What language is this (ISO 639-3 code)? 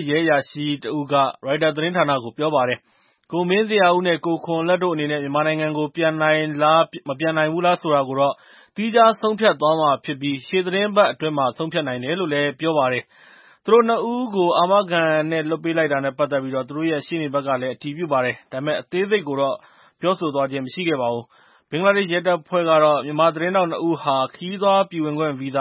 mya